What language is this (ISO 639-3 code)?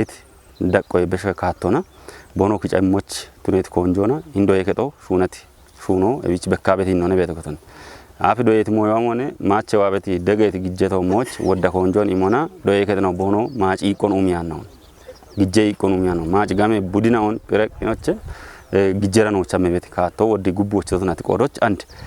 kbr